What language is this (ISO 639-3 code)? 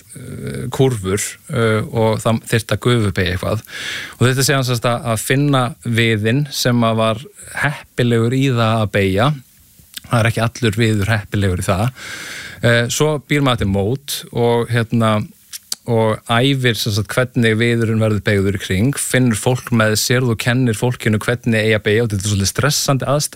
isl